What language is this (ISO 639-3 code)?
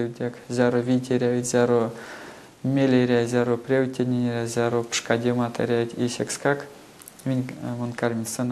myv